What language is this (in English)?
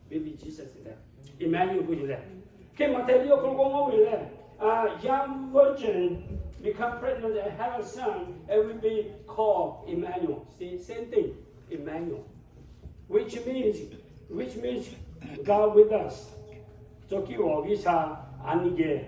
Lahu